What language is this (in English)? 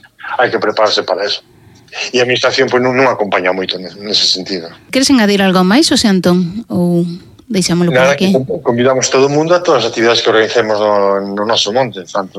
Galician